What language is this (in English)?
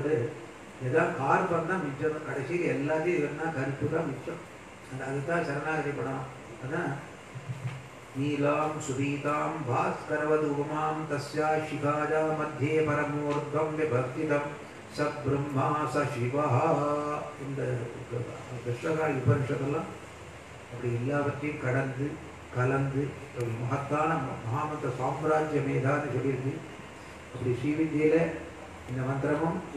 Tamil